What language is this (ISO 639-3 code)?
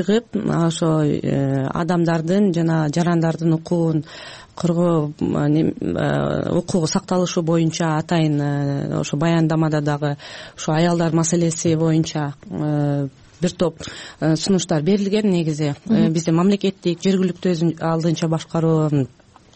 kir